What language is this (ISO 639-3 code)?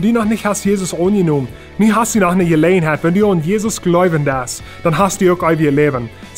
pdt